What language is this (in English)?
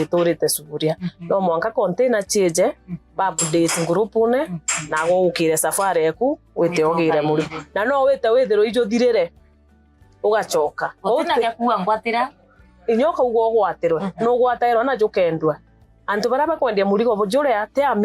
Meru